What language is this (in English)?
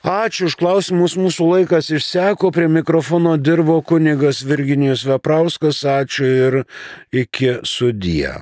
Lithuanian